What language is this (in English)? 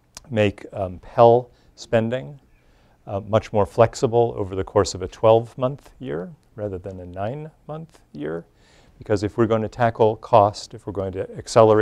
English